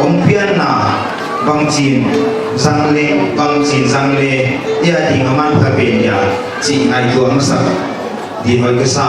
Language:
Paite Chin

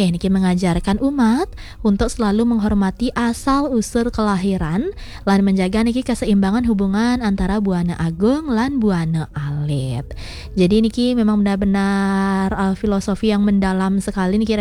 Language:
Balinese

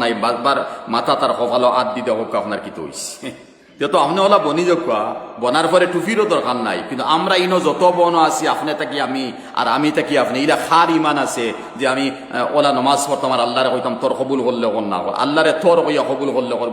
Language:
Sylheti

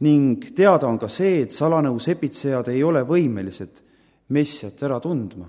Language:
Estonian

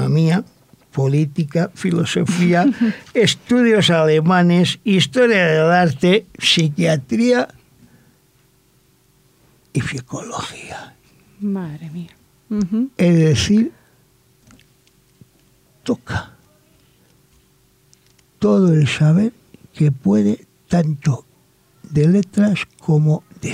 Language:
Spanish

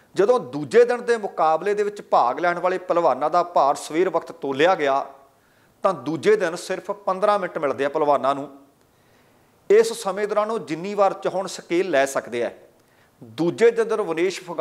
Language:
Punjabi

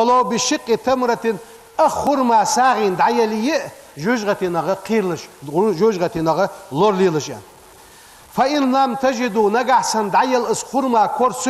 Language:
Ingush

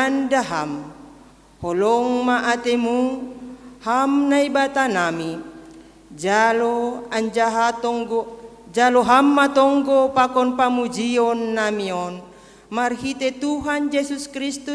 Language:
Batak Simalungun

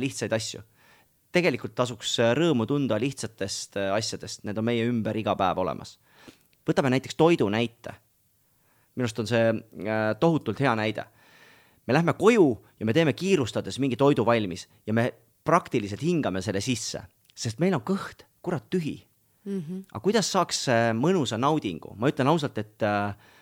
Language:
Estonian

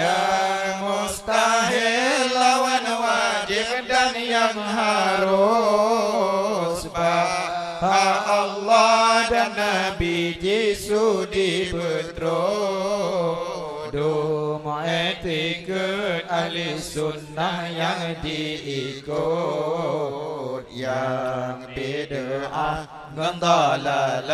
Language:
Achinese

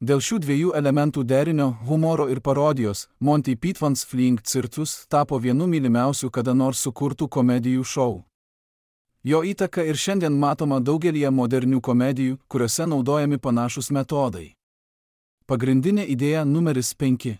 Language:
Lithuanian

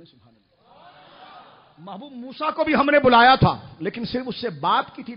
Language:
Urdu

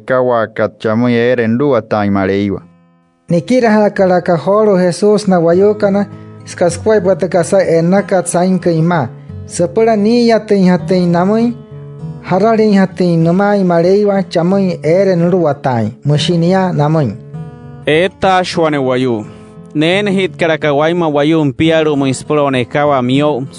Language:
Wayuu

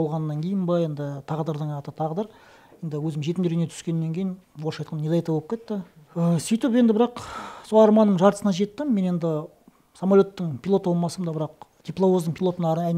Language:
Kazakh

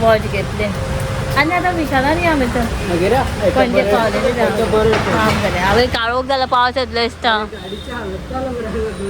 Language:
Konkani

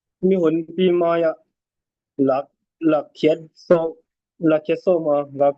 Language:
Tedim Chin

